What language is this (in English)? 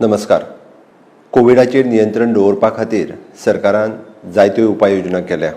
Konkani